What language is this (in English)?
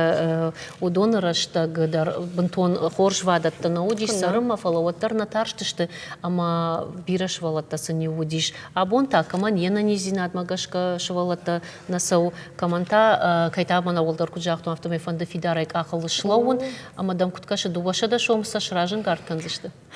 Ossetic